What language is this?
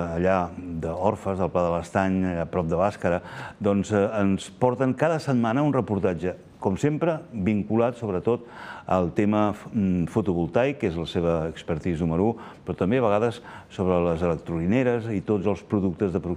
Catalan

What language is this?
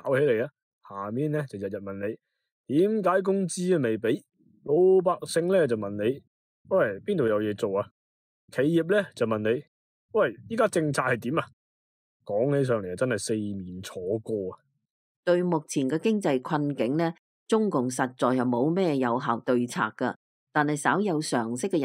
Cantonese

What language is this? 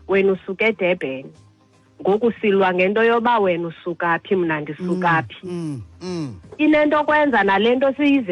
Xhosa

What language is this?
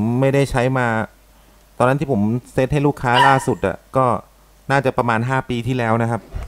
Thai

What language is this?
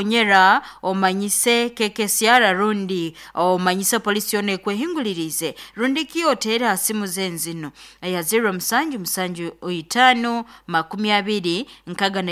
Nyoro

